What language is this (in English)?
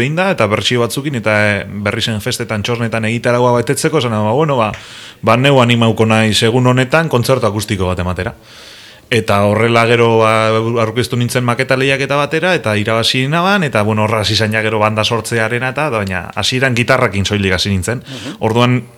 Basque